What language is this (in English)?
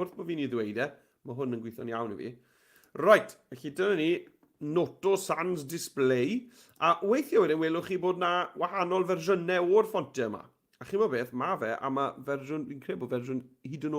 Welsh